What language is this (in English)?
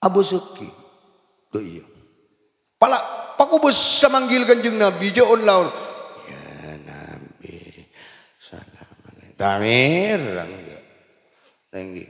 Madurese